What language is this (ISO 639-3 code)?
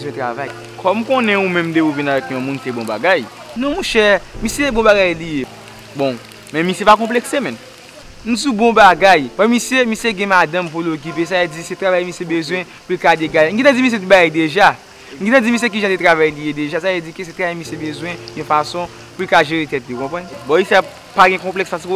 hat